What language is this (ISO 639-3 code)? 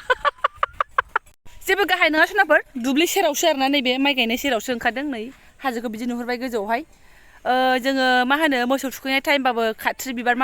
brx